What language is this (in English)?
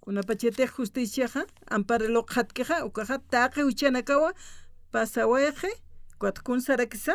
Aymara